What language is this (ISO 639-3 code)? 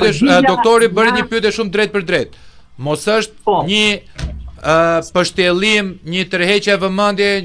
sqi